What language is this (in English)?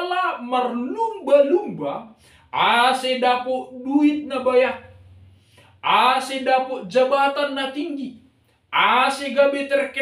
Batak Simalungun